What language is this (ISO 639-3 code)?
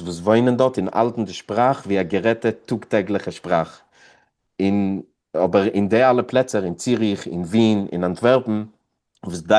yid